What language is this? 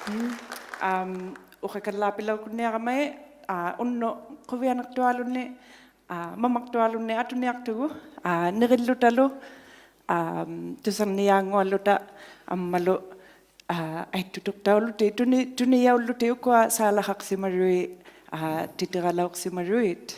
Inuktitut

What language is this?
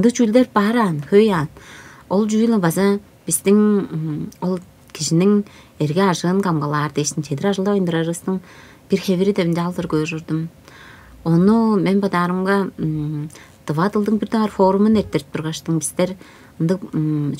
Tuvinian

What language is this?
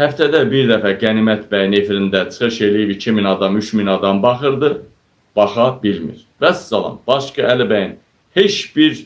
Azerbaijani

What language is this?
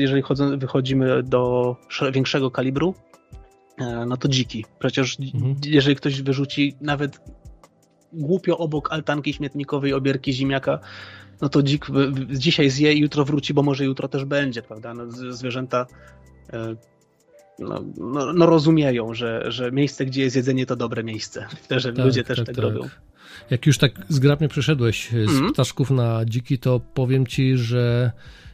Polish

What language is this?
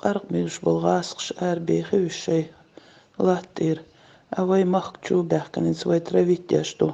Chechen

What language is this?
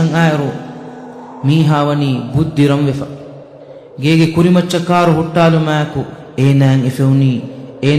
Divehi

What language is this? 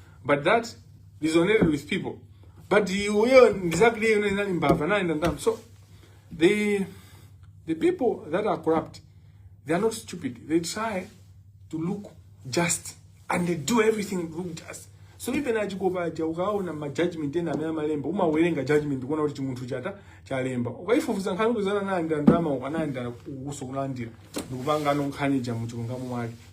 Nyanja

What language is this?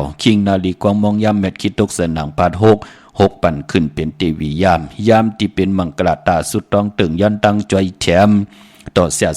Shan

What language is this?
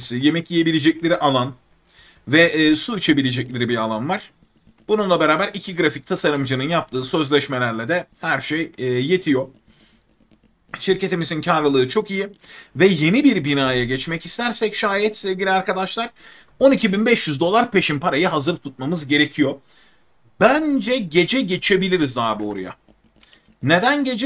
Turkish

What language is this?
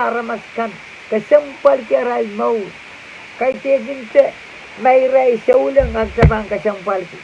Pohnpeian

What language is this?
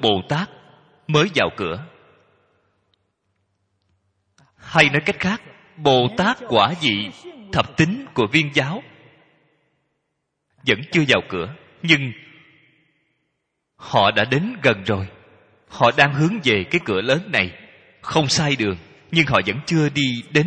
Vietnamese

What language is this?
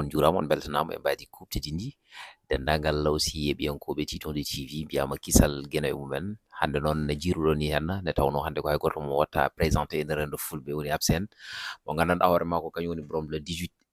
Fula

